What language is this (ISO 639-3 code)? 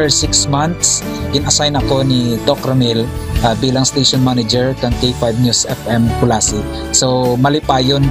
hil